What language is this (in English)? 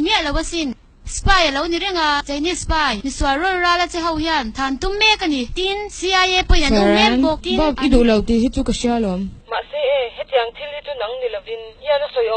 Mizo